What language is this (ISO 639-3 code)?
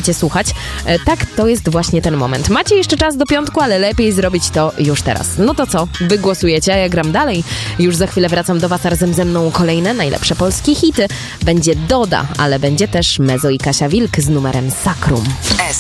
pol